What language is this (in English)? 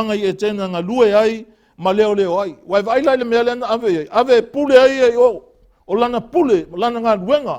Samoan